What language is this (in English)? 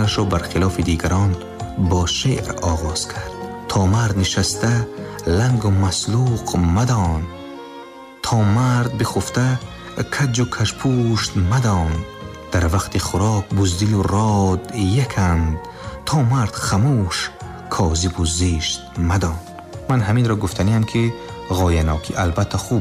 Tajik